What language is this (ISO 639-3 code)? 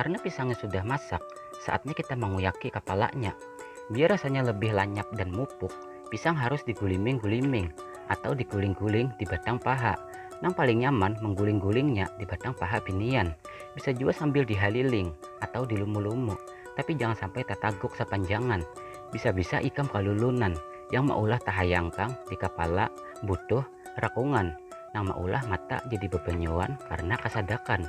bjn